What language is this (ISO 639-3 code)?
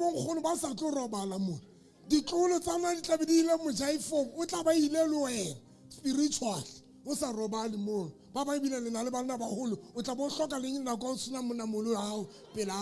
sot